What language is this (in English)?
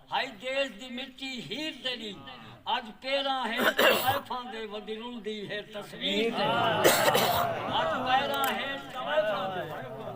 Saraiki